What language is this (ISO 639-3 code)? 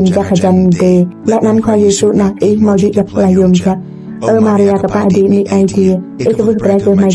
rad